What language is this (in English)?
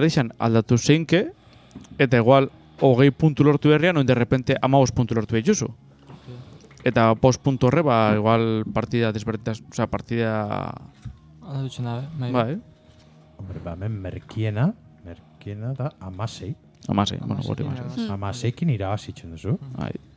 Basque